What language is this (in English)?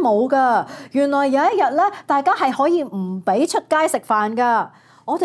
Cantonese